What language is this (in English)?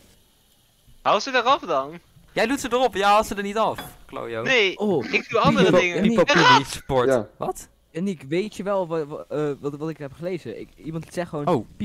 Dutch